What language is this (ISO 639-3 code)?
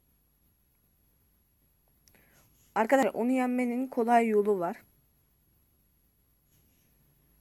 tur